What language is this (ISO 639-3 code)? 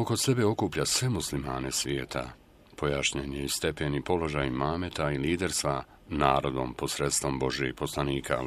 bos